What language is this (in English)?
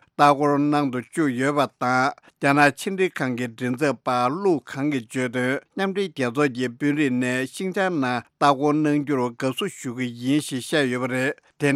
Tibetan